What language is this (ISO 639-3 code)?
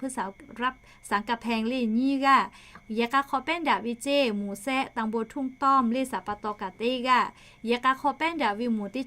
lhu